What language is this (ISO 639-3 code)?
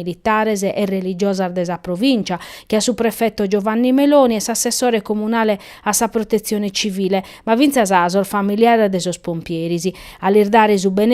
srd